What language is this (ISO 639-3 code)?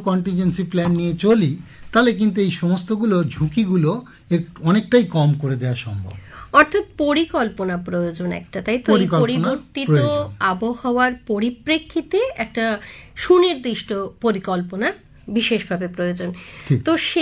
ben